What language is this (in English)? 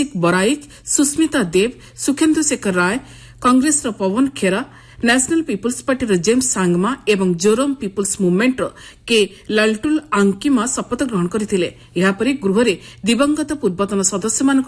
Odia